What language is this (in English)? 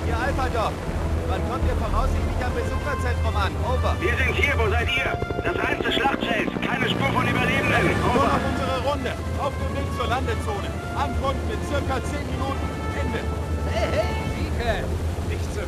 Bavarian